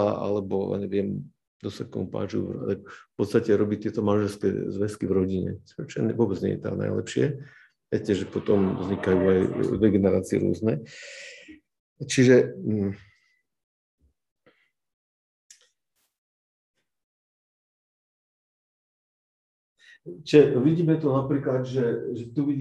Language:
Slovak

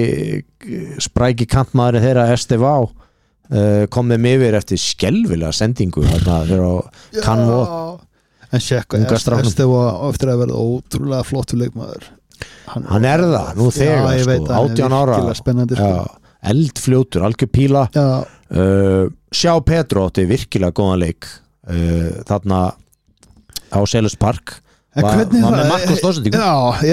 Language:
Icelandic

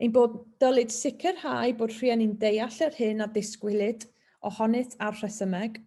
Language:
Welsh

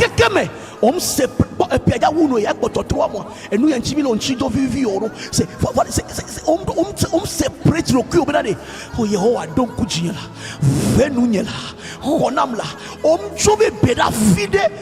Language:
Ewe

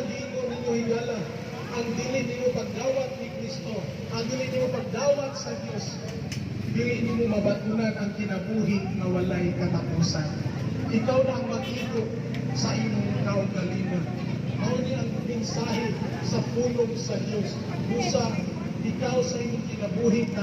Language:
Cebuano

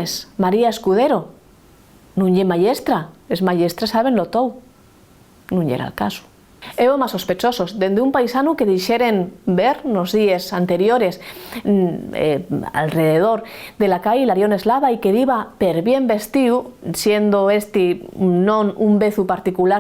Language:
Asturian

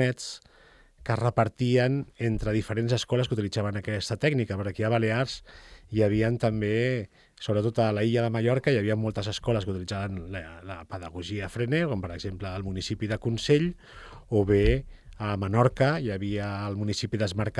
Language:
Catalan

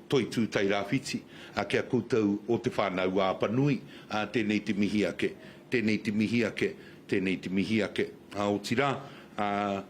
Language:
Māori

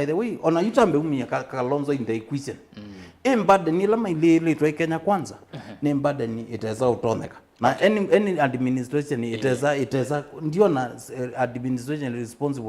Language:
Kamba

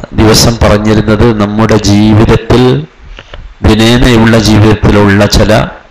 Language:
Malayalam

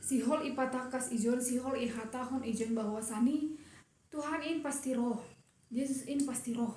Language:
Batak Simalungun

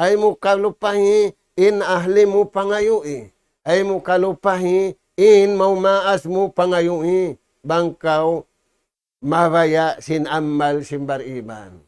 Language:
Tausug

